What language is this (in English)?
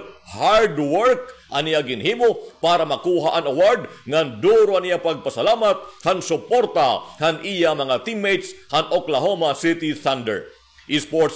Waray